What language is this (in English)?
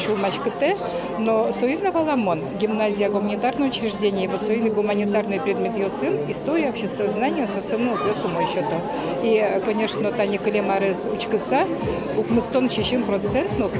Udmurt